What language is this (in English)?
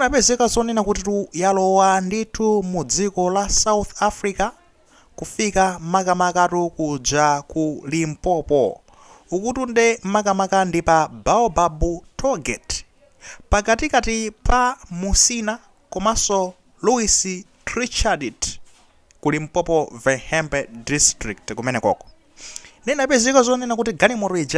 Nyanja